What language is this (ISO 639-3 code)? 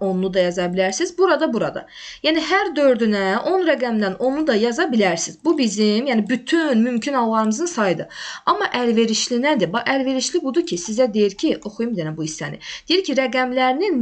aze